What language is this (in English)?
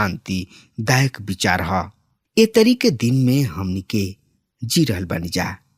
Bhojpuri